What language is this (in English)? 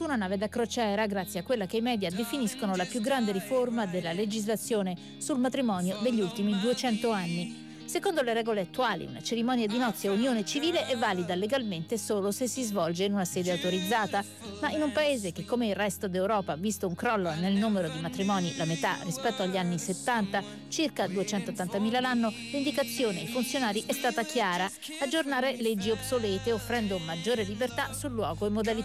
Italian